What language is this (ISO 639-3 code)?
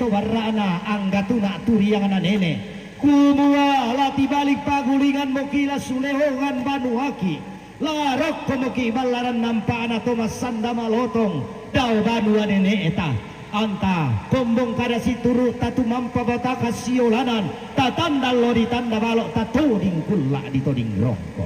sda